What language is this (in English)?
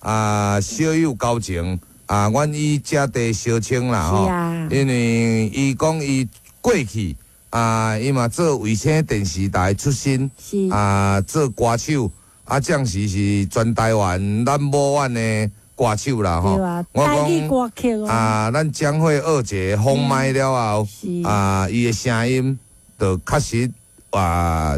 Min Nan Chinese